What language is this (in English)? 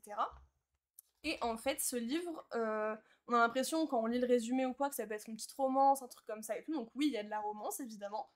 French